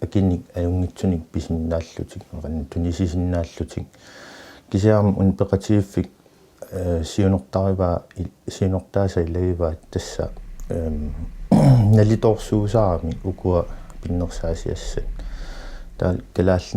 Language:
Kalaallisut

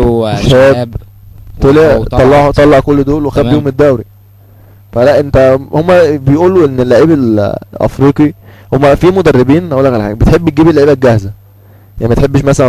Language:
Egyptian Arabic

